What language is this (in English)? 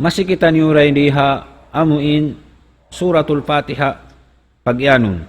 Tausug